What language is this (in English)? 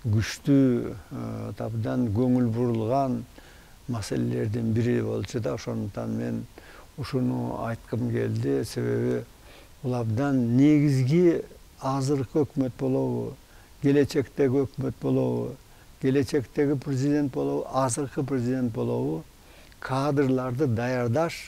Kyrgyz